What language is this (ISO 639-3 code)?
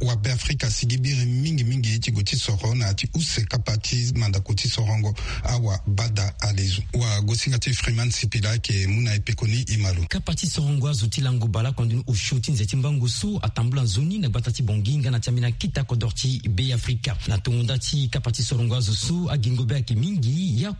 sag